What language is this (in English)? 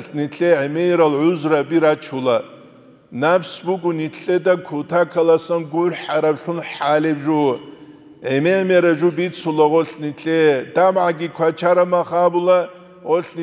Avaric